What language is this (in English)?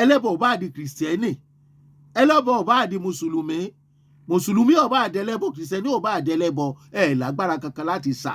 Yoruba